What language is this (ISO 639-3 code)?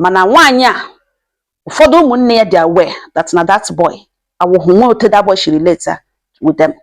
ibo